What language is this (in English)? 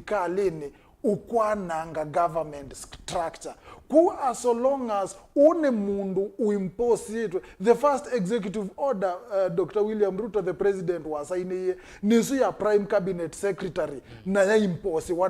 Kamba